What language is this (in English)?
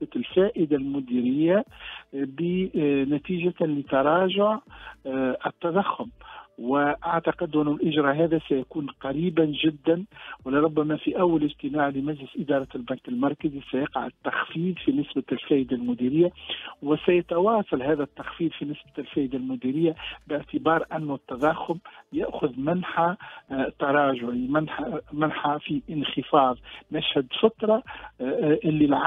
Tunisian Arabic